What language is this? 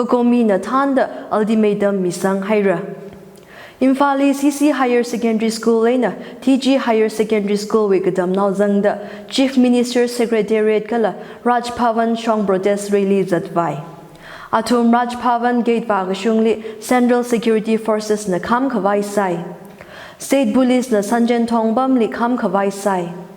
Tangkhul Naga (India)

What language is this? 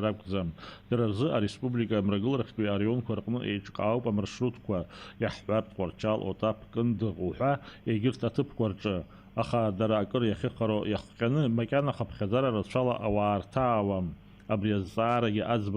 Abkhazian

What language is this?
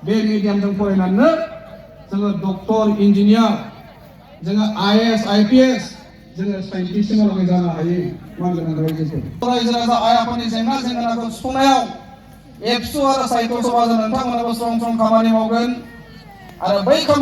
Bodo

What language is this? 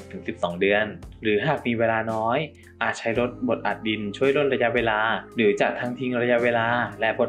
Thai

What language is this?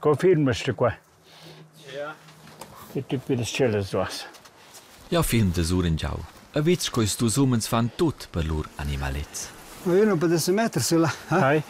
Romansh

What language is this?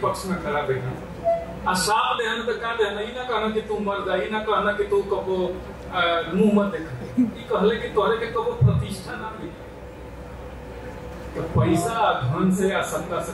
Bhojpuri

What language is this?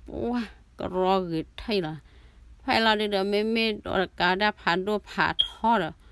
S'gaw Karen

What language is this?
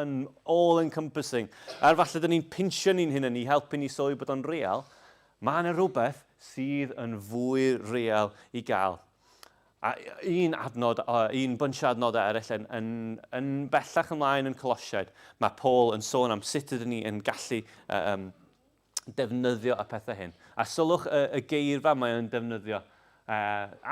Welsh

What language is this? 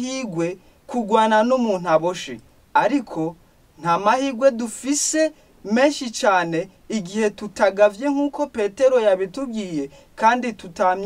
Rundi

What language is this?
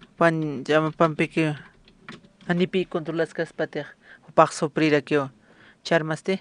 Aymara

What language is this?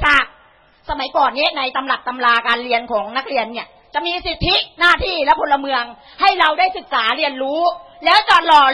Thai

